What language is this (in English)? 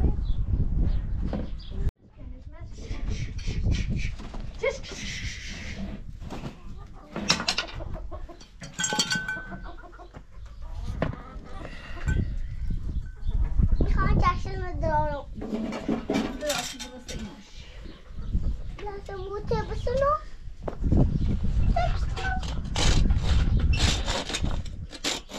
Persian